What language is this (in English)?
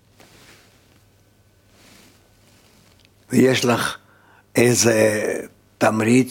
Hebrew